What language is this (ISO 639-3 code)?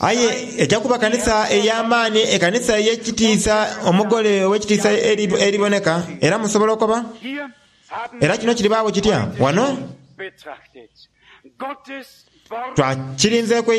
xog